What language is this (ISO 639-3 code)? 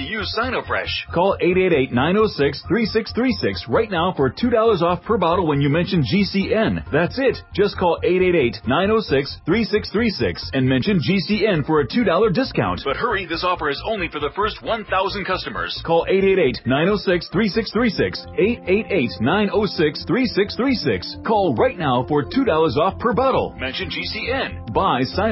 eng